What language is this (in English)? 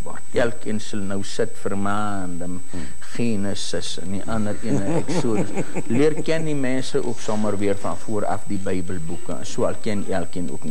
Afrikaans